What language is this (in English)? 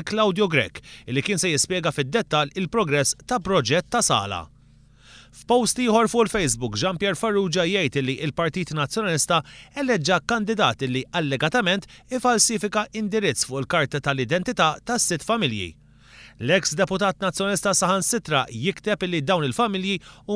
Maltese